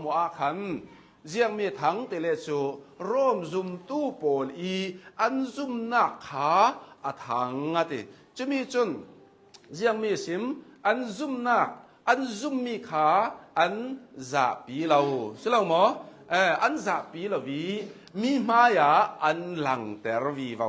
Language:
Hakha Chin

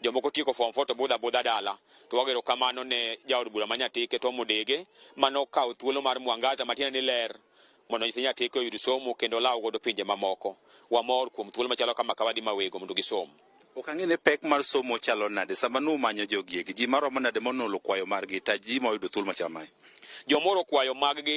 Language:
Luo (Kenya and Tanzania)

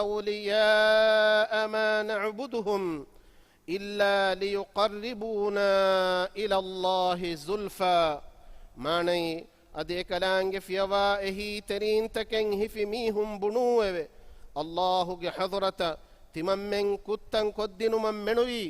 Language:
Divehi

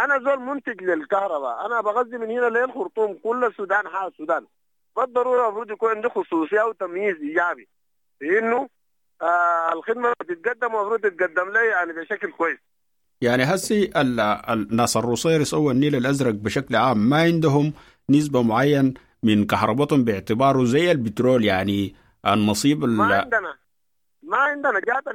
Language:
Sudanese Arabic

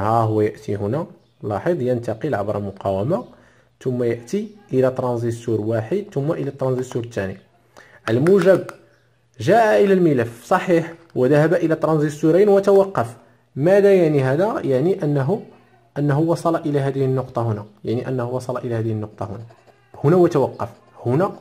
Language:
Arabic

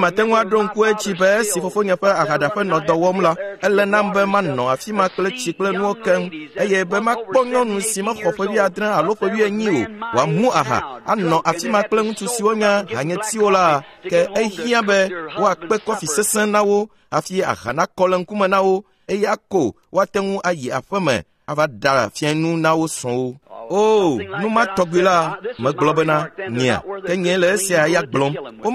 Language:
Ewe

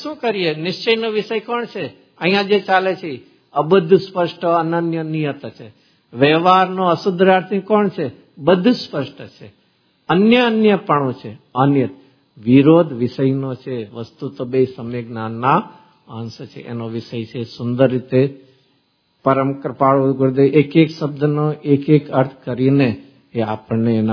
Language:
Gujarati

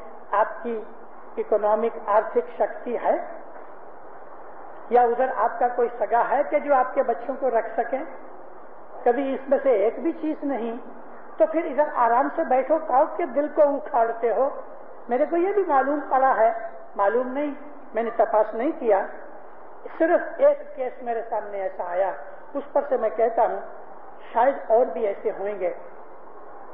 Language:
Urdu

